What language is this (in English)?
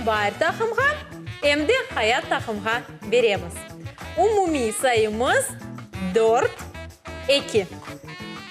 Crimean Tatar